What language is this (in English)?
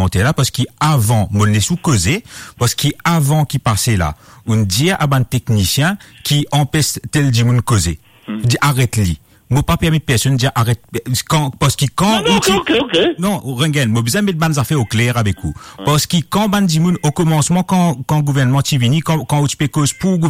Morisyen